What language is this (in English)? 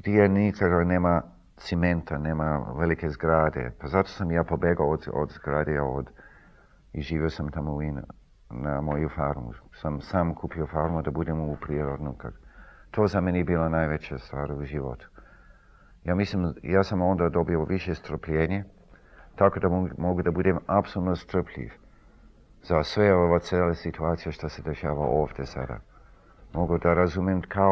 Serbian